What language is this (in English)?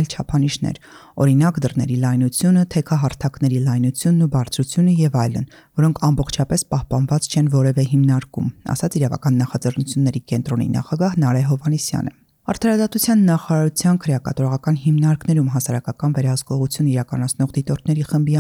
Armenian